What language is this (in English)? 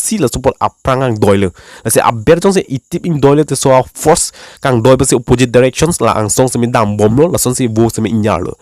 Karbi